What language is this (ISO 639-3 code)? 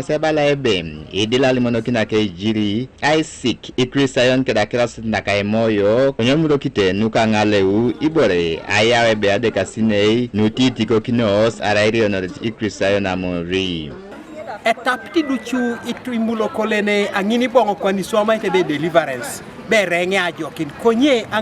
teo